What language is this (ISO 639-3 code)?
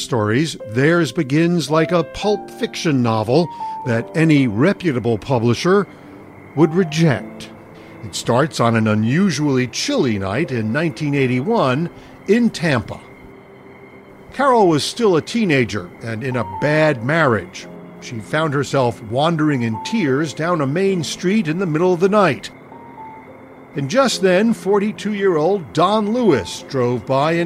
eng